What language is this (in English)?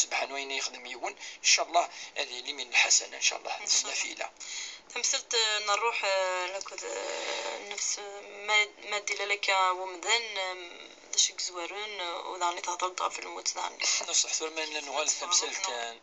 Kabyle